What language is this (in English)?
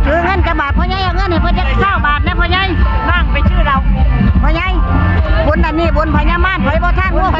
Northeastern Thai